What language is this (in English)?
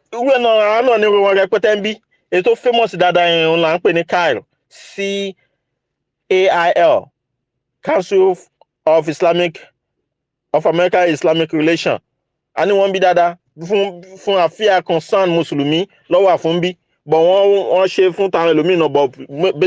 Yoruba